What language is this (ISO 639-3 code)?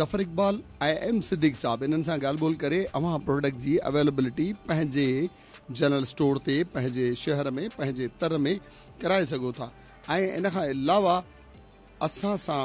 snd